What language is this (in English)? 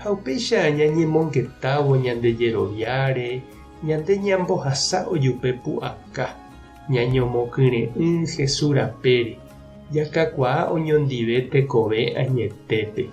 Guarani